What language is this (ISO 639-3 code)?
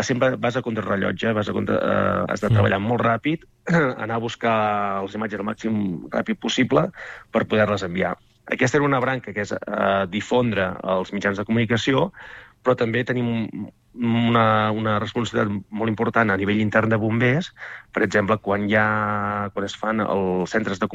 cat